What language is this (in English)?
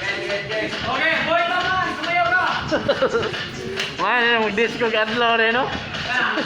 Cebuano